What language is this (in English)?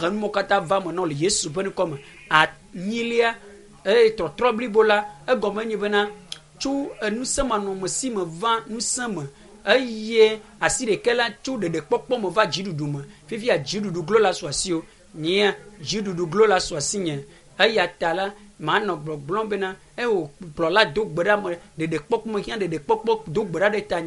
Ewe